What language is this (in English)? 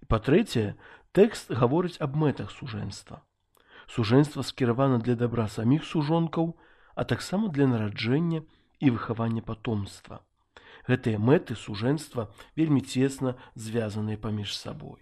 Belarusian